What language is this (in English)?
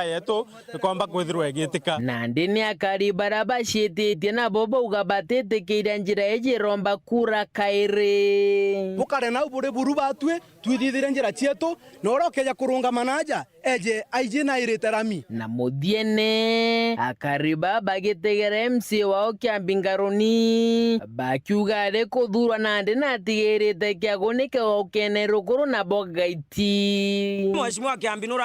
Meru